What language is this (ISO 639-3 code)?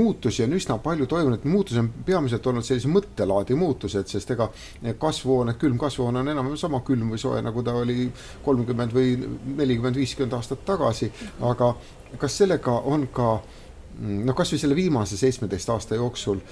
est